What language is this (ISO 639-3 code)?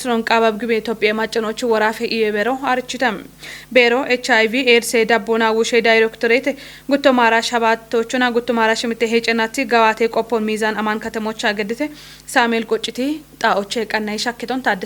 kbr